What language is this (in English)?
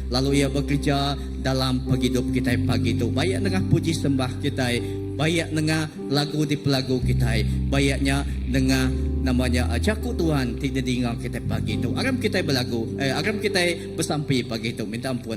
Iban